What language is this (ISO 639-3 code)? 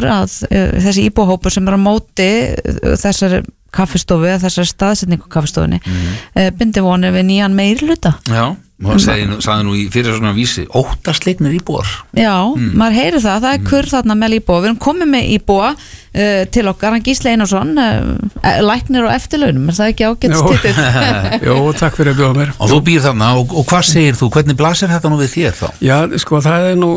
isl